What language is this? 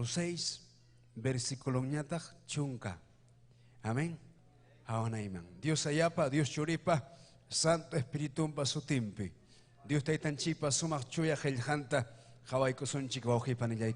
Ayacucho Quechua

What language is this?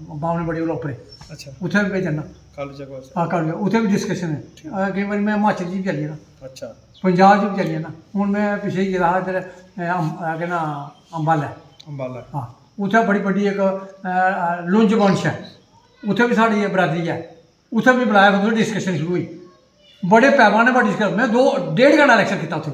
Dogri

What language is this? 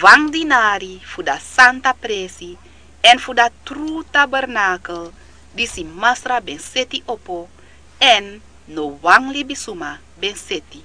Sranan Tongo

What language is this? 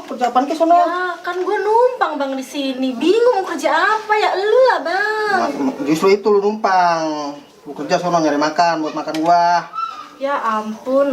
Betawi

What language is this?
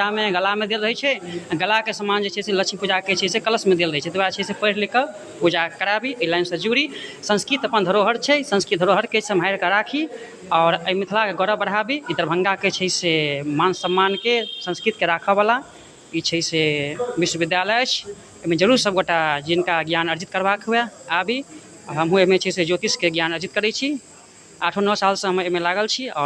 Maithili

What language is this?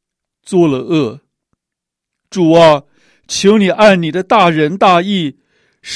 Chinese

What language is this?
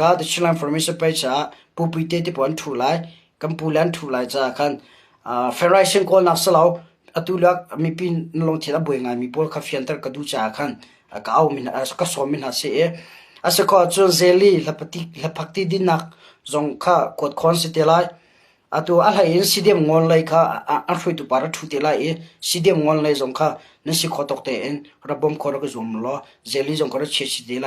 Hakha Chin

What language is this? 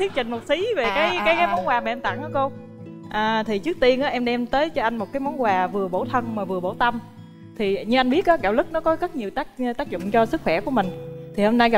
Vietnamese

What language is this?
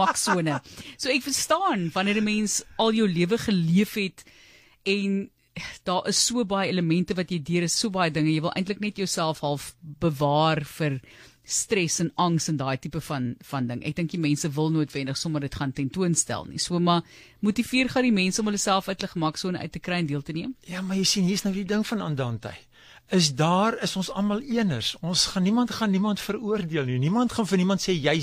Afrikaans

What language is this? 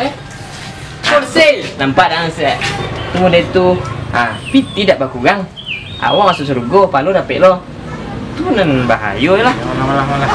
Minangkabau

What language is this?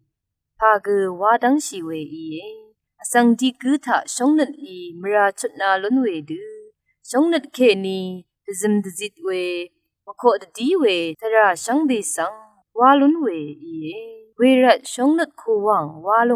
Rawang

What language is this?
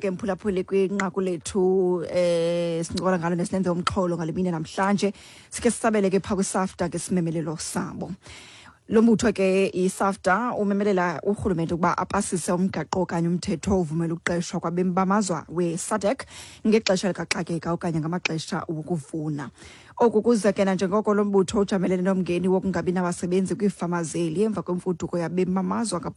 Xhosa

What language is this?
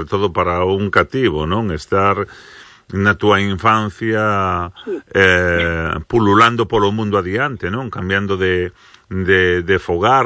Galician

